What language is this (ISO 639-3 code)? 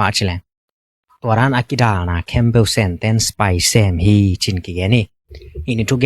ctd